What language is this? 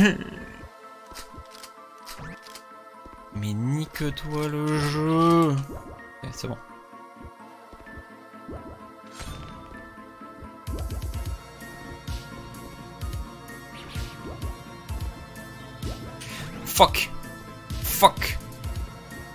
French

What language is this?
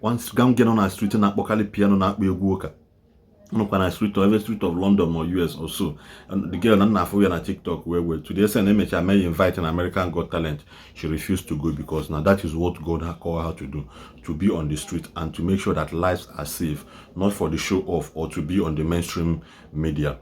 Igbo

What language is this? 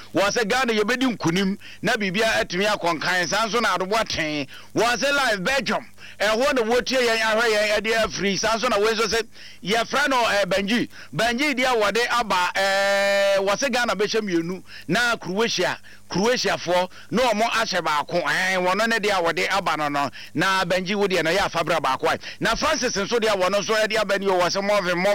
Akan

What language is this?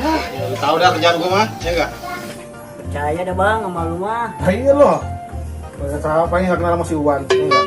Betawi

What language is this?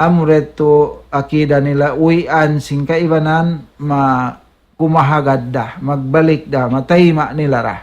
Tausug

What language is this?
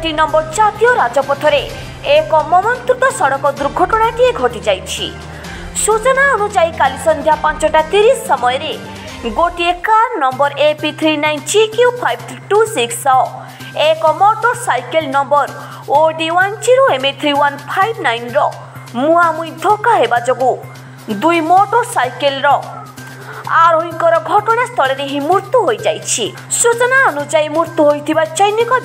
Odia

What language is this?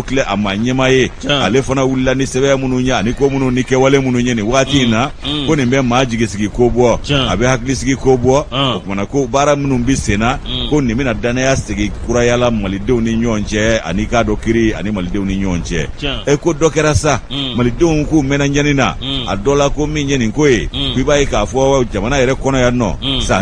Bambara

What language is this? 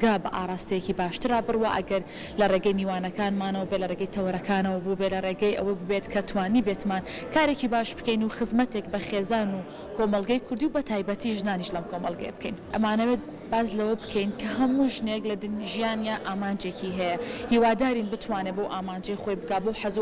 Central Kurdish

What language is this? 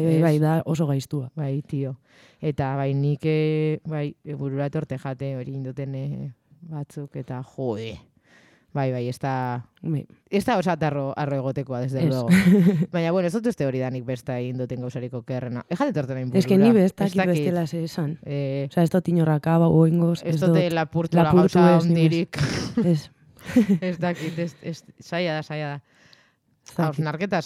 Basque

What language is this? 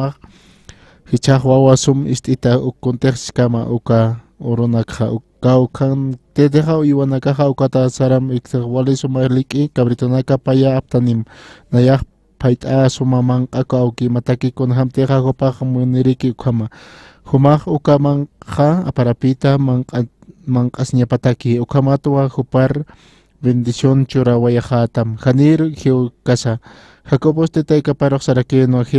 Aymara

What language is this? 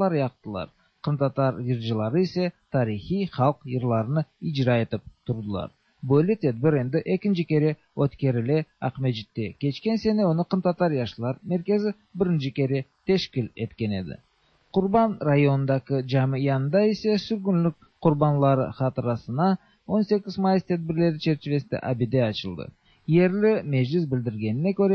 Tatar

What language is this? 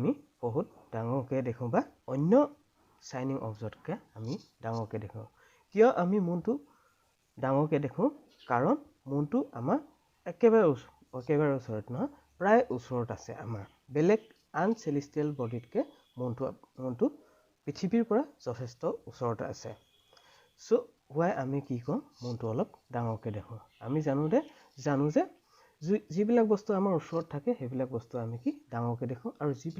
Assamese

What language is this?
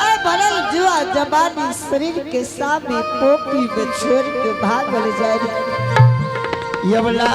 Angika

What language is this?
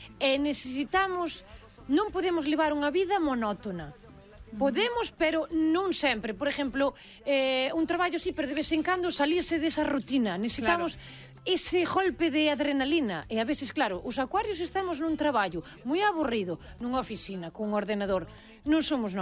Galician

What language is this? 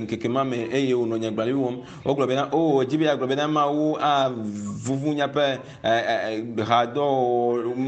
Ewe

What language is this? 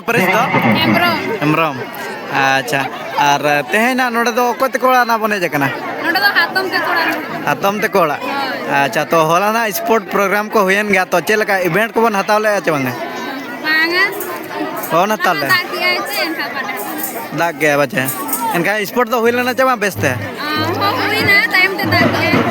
Santali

